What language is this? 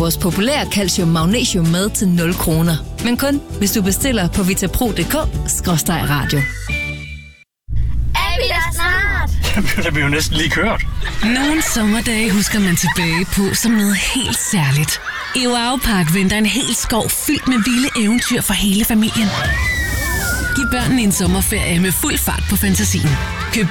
Danish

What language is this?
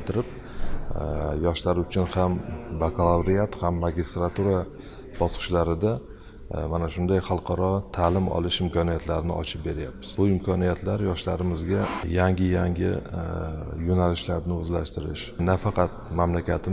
Uzbek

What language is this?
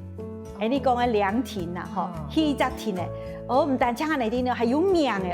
Hakka Chinese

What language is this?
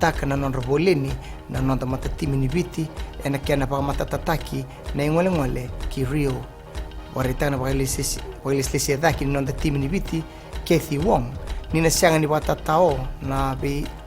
Fijian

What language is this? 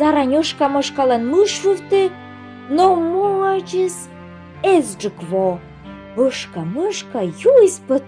Komi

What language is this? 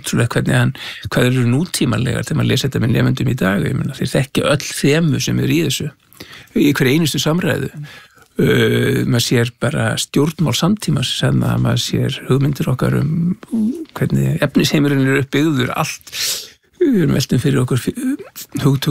Icelandic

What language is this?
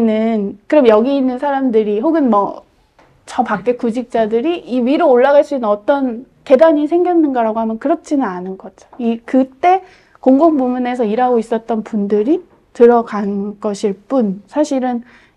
Korean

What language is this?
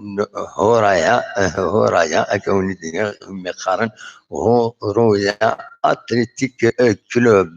Kabyle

